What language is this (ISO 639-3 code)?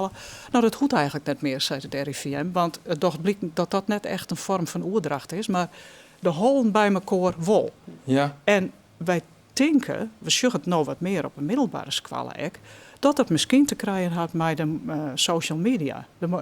fry